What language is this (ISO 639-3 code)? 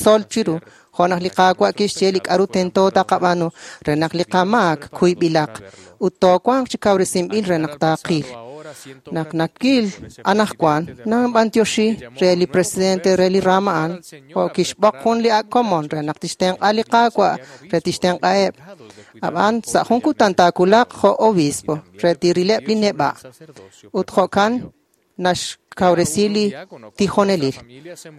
kek